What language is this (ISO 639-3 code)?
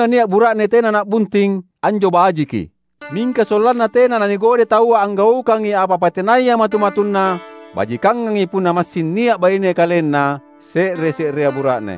mak